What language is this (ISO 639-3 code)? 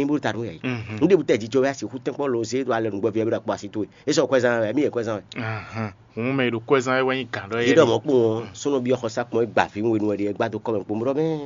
fon